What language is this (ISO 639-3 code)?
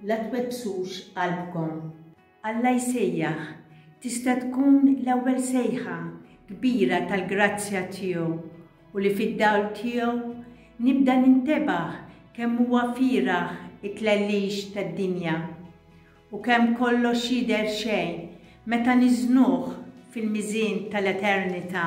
mlt